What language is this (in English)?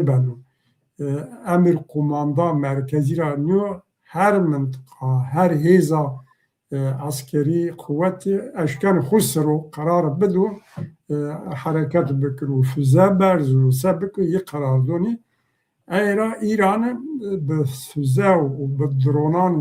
Zaza